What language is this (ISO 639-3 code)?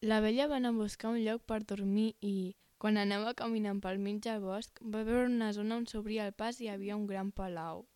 cat